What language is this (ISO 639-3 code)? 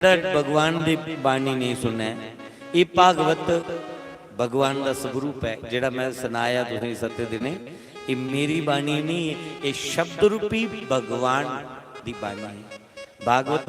doi